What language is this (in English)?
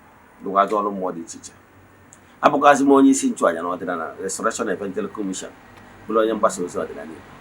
Igbo